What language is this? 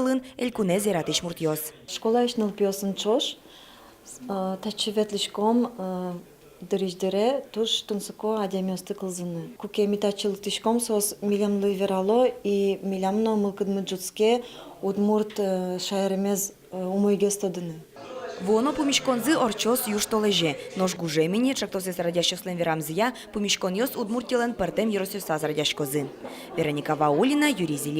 Udmurt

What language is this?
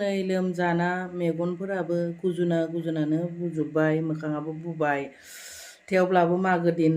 Bodo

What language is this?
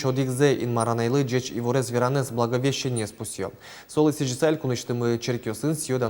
Udmurt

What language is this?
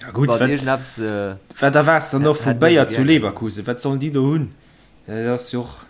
Luxembourgish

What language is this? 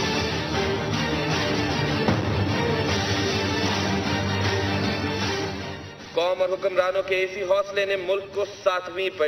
Urdu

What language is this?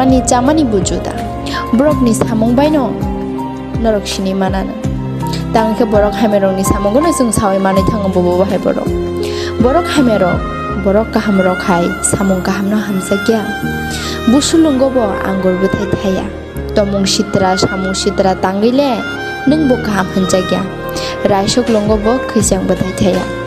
Kok Borok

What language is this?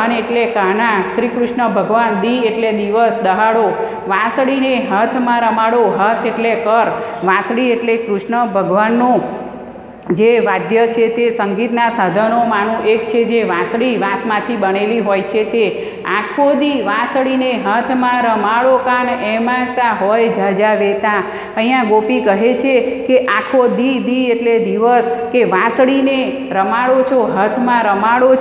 Gujarati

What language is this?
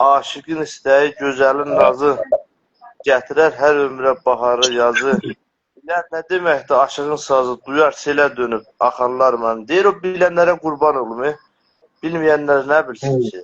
South Azerbaijani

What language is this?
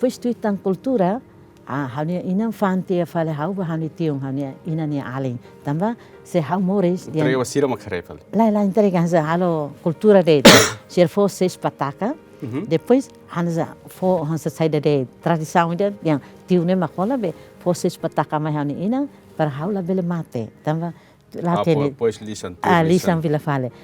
Tetum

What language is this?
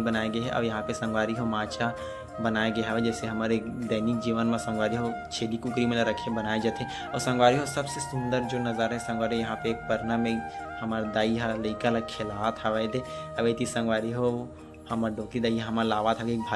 Chhattisgarhi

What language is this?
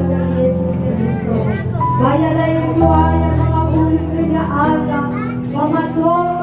Nias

